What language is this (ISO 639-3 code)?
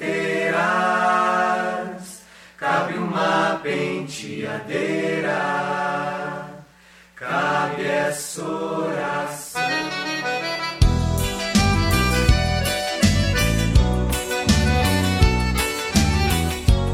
por